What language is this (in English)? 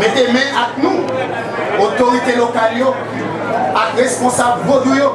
Haitian Creole